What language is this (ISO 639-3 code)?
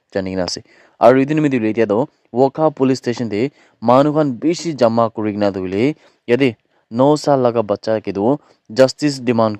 nag